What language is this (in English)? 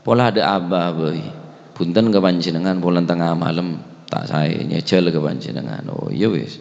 Madurese